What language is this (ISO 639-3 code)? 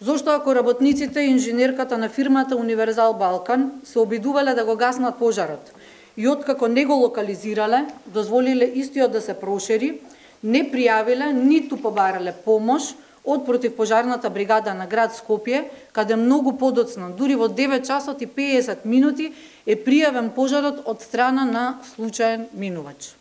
mkd